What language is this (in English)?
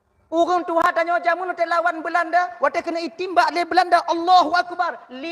Achinese